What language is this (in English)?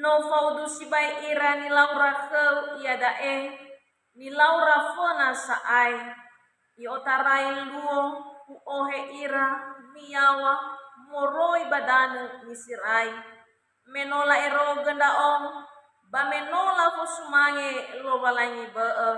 Nias